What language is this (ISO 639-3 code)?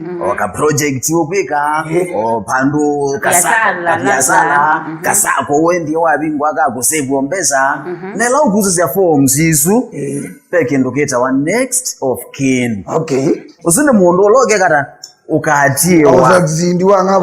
kam